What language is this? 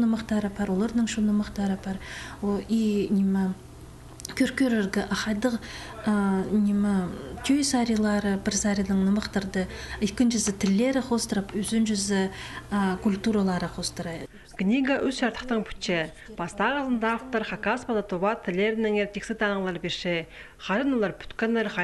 Khakas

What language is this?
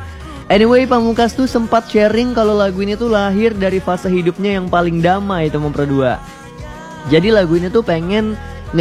Indonesian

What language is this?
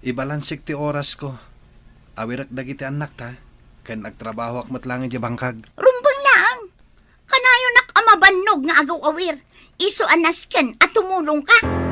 Iloko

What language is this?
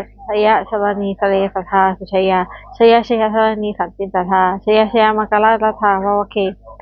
Pali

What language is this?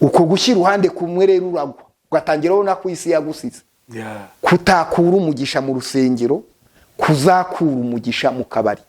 Kinyarwanda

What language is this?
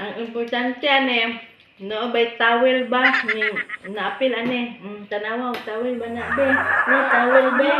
Cebuano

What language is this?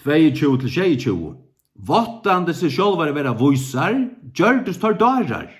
Faroese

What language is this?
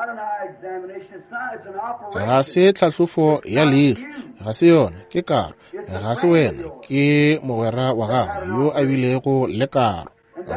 Northern Sotho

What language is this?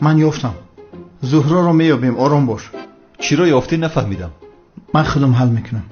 Tajik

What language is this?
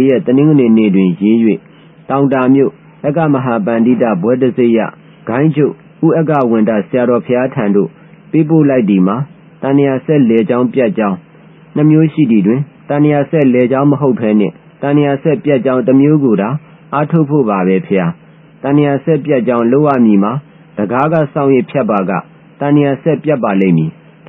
Burmese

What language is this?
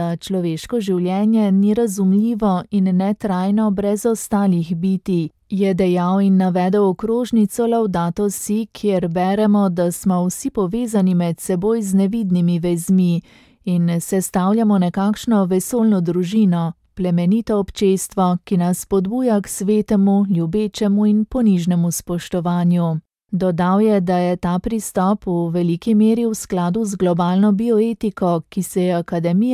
Slovenian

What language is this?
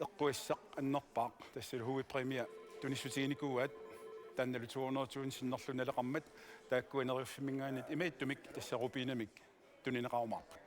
Kalaallisut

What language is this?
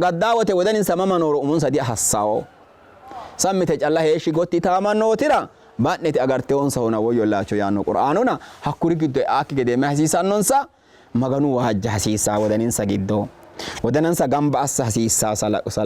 Sidamo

